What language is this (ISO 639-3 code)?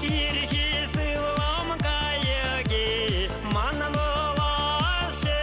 chv